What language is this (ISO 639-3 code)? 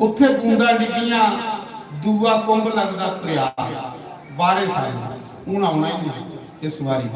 doi